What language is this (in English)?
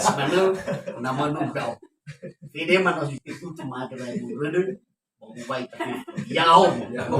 Nias